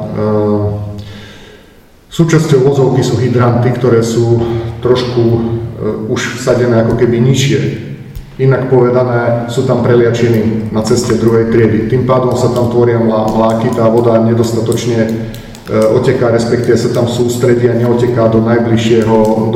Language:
Slovak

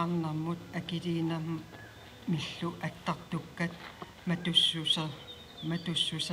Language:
Kalaallisut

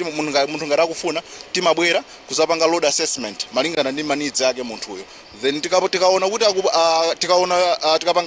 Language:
Nyanja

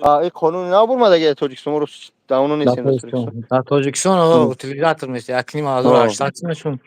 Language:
Tajik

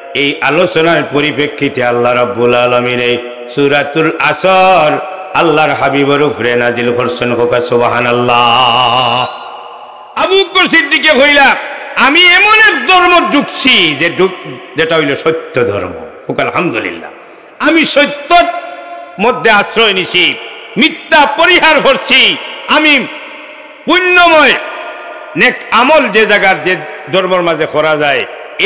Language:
Sylheti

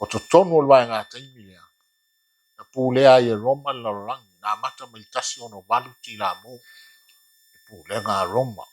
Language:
Samoan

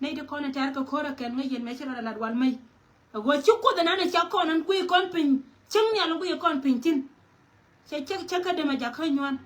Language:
Nuer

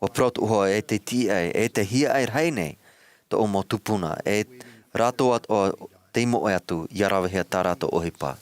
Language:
Tahitian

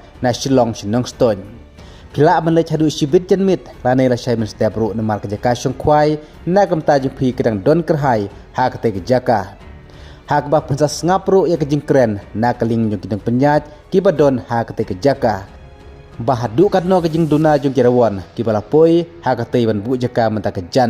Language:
Khasi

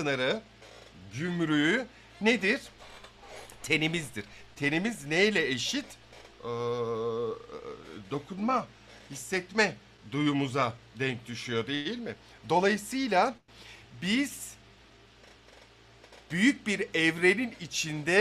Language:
Turkish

